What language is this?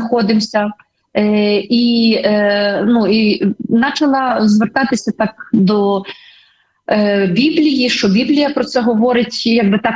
Ukrainian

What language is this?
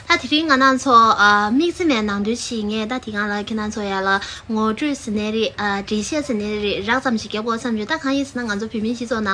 Tibetan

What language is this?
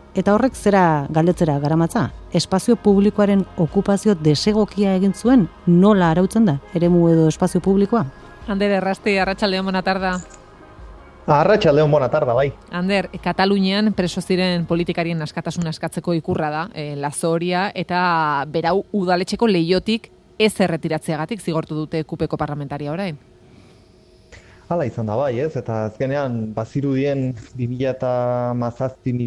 Basque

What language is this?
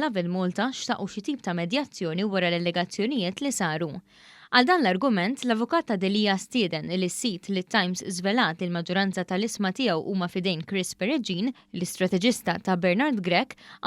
Maltese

